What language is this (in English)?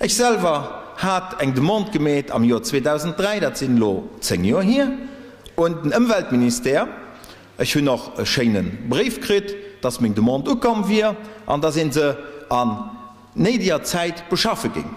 Luxembourgish